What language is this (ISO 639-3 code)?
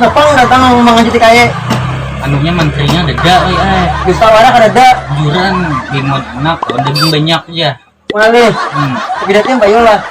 bjn